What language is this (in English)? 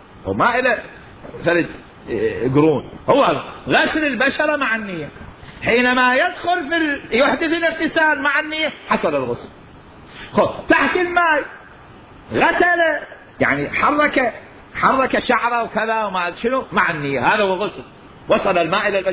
Mesopotamian Arabic